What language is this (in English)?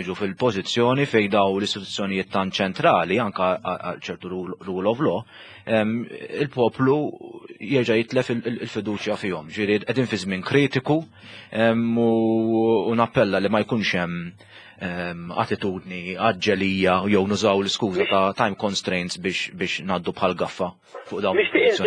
Maltese